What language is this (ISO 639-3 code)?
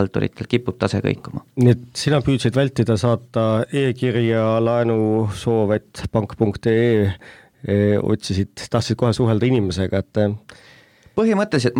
est